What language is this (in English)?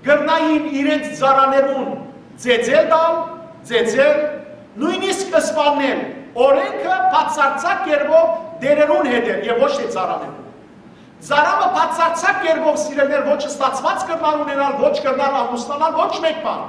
Western Armenian